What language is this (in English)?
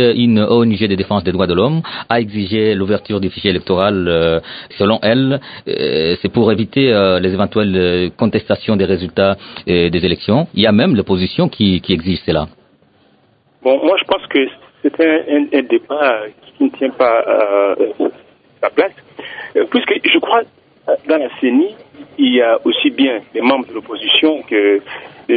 French